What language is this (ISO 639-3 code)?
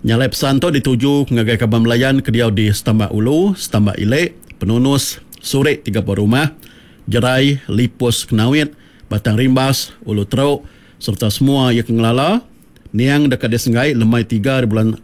iba